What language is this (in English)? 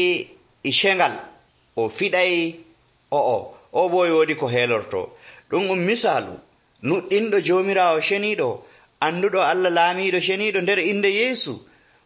Nigerian Fulfulde